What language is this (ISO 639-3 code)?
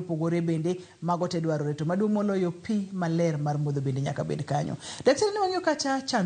luo